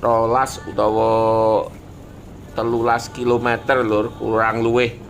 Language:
Javanese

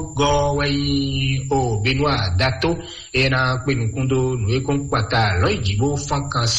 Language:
Fon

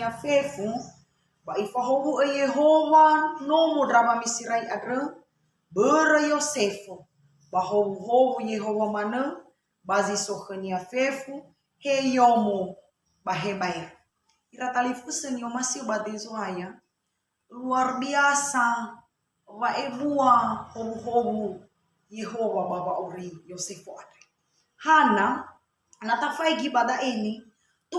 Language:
Nias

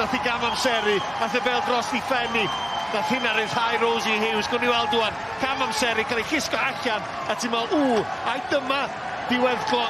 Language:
Welsh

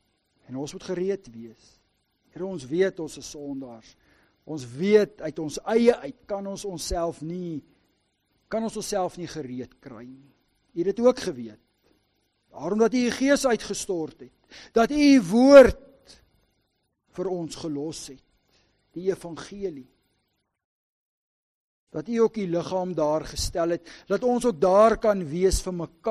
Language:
Afrikaans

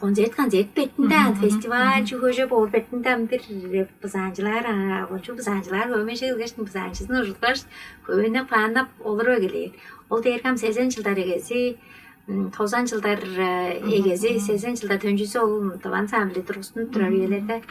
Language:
Tuvinian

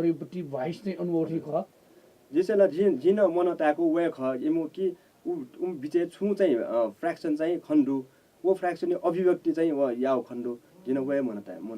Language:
Newari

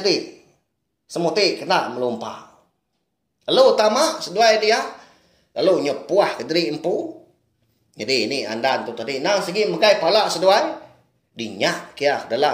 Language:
Iban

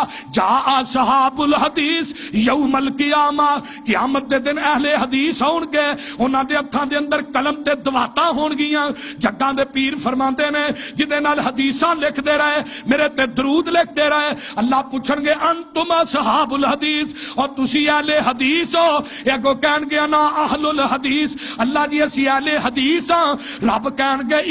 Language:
Western Panjabi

